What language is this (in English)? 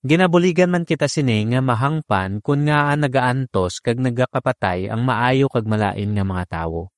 Hiligaynon